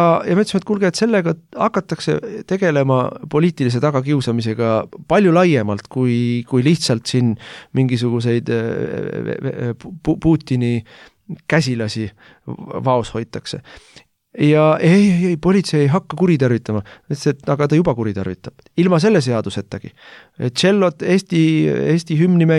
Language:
Estonian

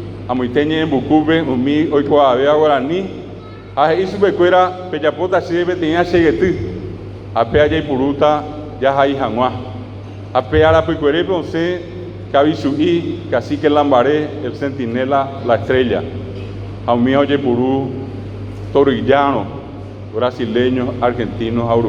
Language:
Guarani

